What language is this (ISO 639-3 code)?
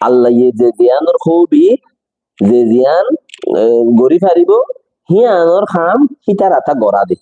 rhg